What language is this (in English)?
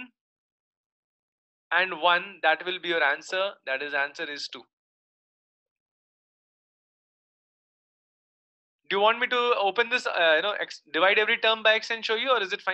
English